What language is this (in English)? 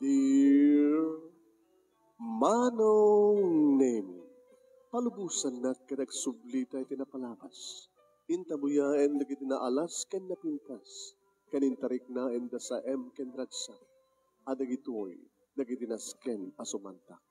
Iloko